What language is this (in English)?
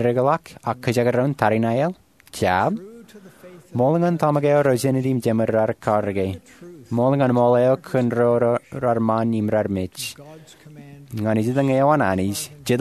Marshallese